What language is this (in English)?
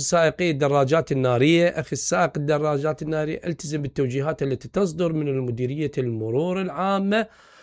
Mesopotamian Arabic